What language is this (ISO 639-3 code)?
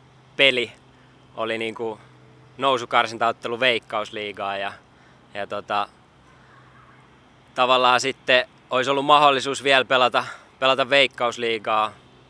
fin